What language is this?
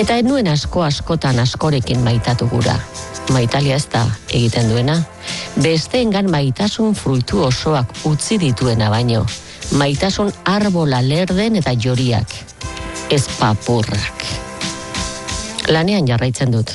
Basque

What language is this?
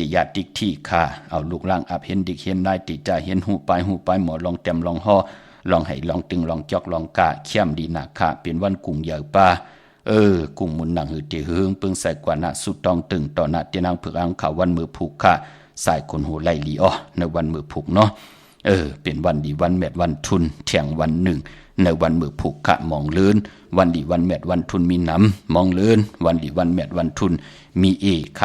Shan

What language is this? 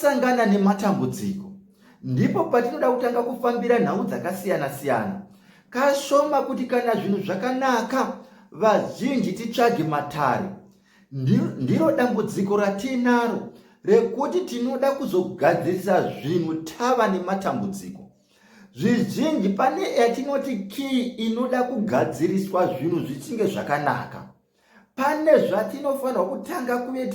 Shona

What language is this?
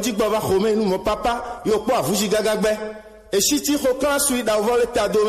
Gen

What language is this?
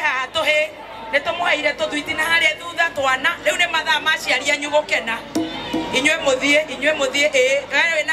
Kikuyu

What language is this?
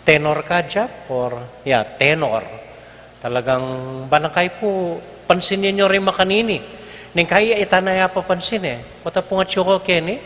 Pampanga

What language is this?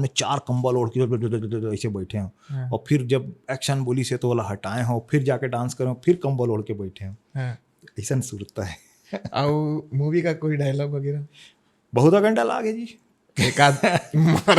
Chhattisgarhi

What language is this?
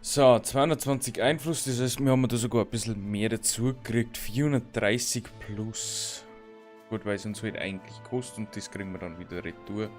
Bavarian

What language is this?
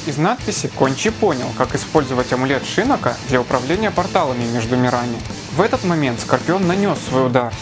Russian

